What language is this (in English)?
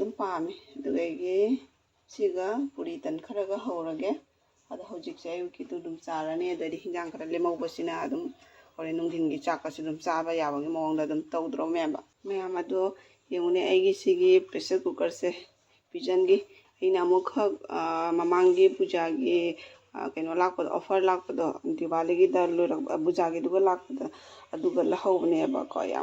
Manipuri